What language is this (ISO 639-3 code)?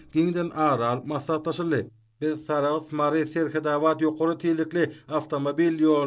tuk